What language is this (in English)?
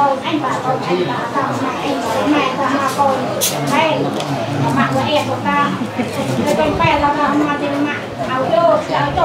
Central Mnong